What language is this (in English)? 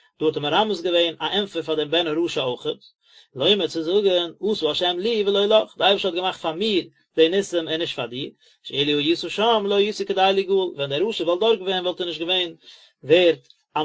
Yiddish